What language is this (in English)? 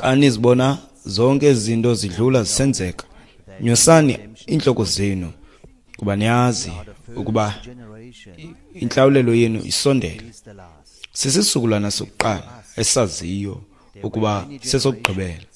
Xhosa